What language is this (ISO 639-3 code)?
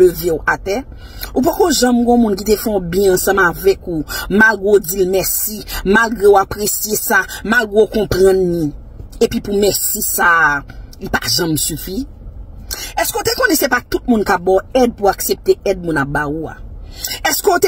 hat